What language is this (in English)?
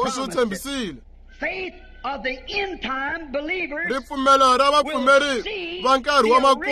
Tsonga